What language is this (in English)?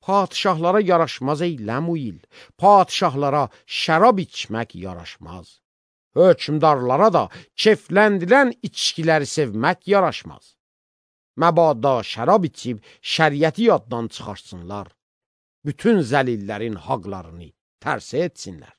Azerbaijani